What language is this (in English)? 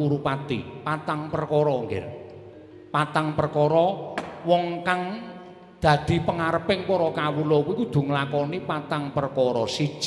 Javanese